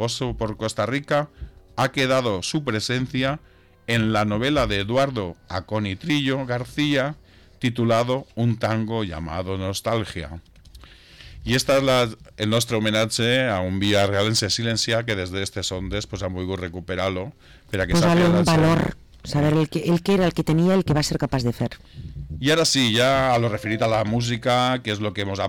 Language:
Catalan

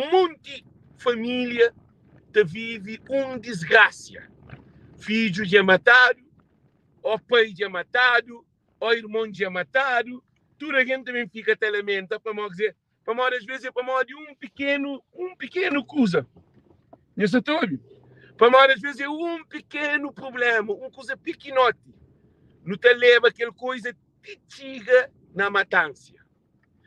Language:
Kabuverdianu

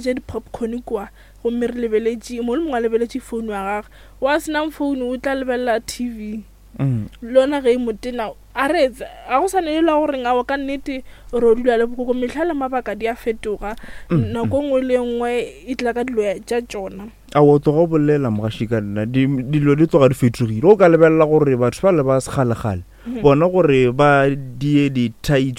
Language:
Northern Sotho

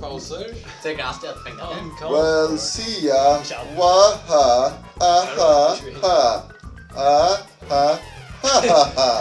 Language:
Faroese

